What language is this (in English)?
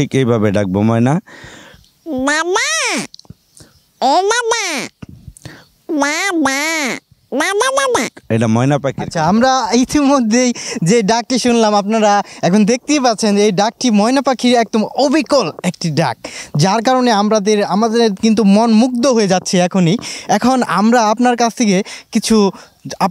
Bangla